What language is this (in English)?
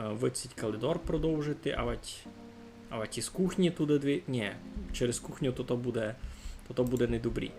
Rusyn